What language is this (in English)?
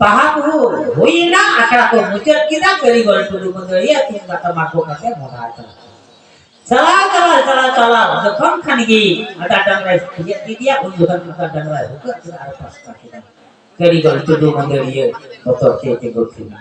Santali